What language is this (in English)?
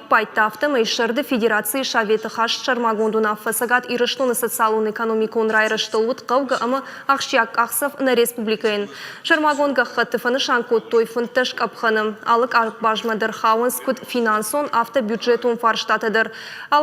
Ossetic